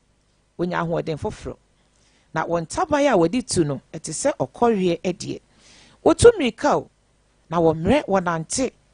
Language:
Akan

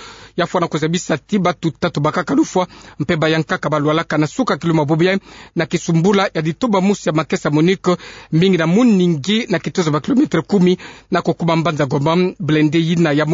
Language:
Kituba (Democratic Republic of Congo)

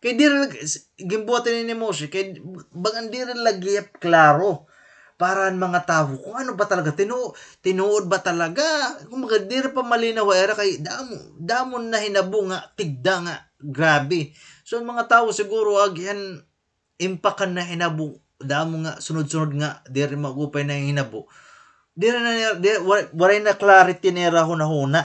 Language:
Waray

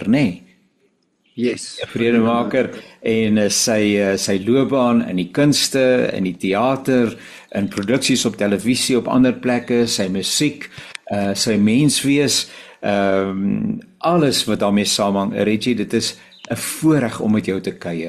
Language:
Afrikaans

